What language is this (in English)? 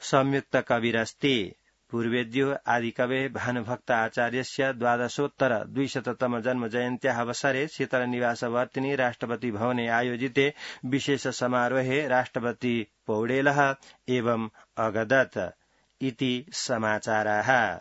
Sanskrit